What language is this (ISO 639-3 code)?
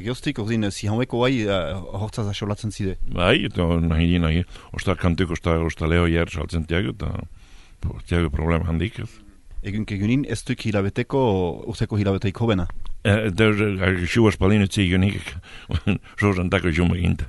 eus